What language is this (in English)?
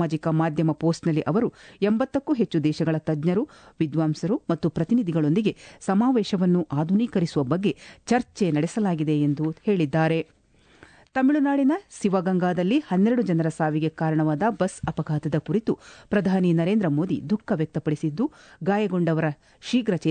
Kannada